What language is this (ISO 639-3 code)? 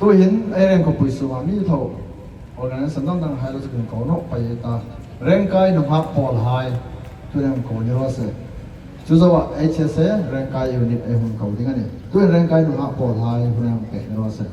hmr